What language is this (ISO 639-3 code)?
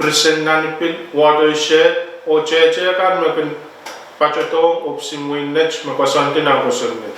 pon